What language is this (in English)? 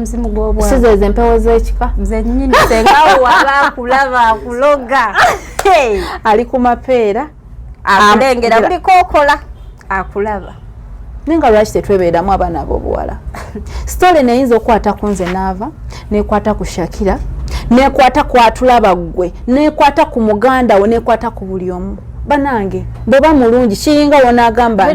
Ganda